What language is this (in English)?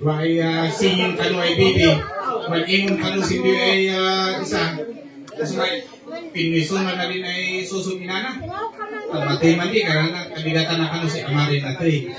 Kankanaey